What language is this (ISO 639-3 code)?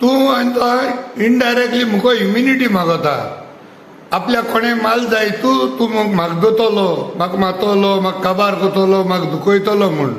kok